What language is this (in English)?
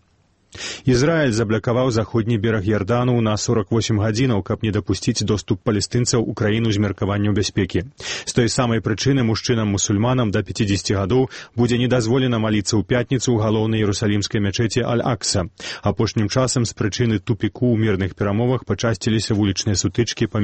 Belarusian